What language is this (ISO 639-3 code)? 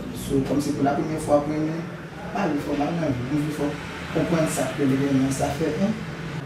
hat